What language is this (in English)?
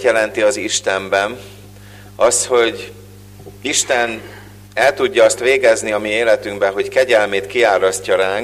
Hungarian